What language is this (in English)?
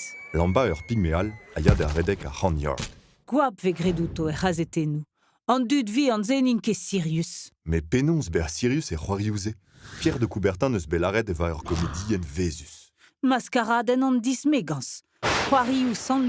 Breton